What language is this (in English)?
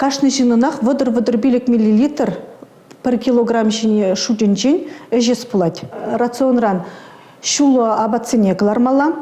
Chuvash